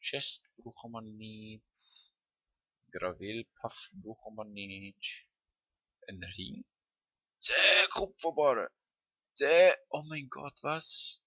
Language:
Swiss German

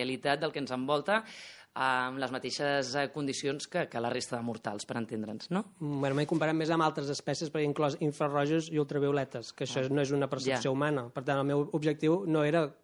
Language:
Catalan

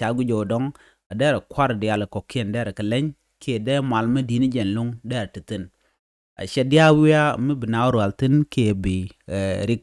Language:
Nuer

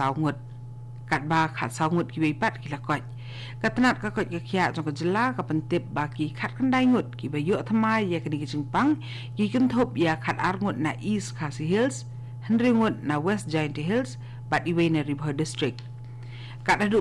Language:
Khasi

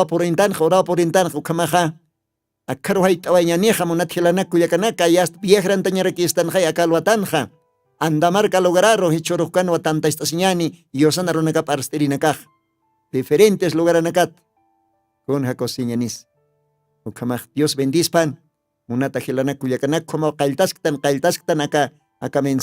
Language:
Aymara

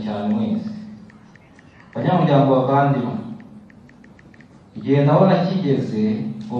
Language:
Kinyarwanda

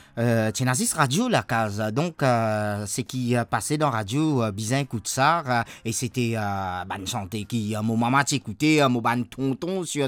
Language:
Morisyen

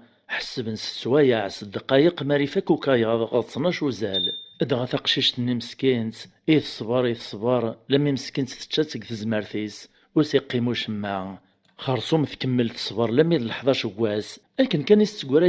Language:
Kabyle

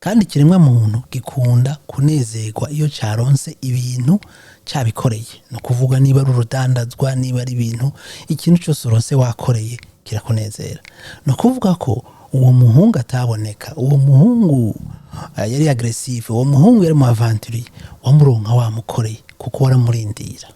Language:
Rundi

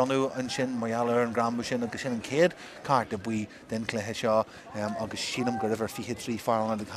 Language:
Irish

